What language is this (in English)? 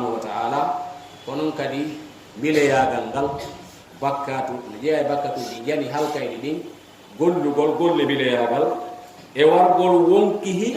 Fula